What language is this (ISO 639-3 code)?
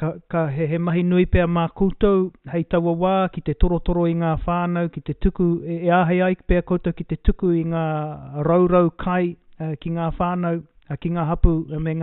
mri